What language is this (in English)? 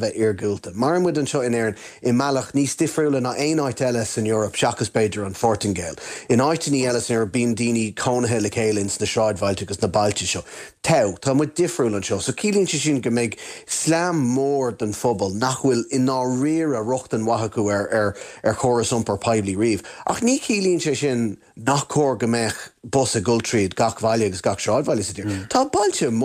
Irish